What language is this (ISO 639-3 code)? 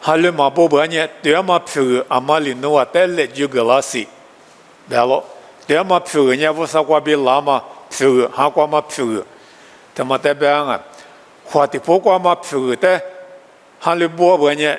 lis